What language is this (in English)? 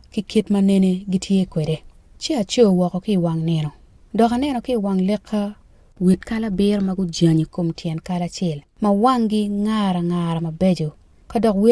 Acoli